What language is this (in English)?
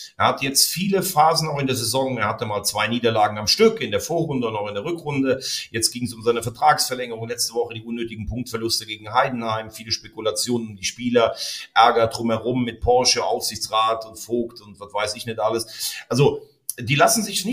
German